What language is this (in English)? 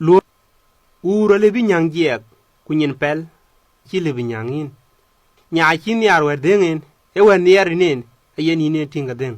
Dinka